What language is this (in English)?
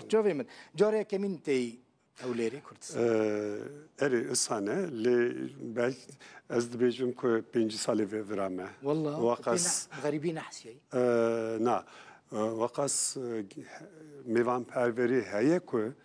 Kurdish